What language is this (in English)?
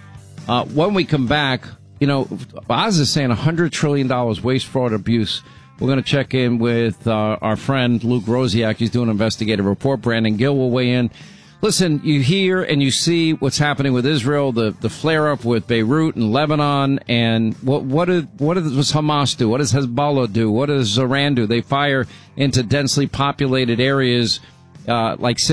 English